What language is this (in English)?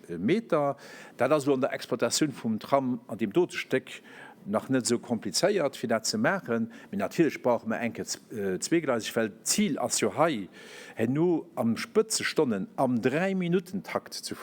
Luxembourgish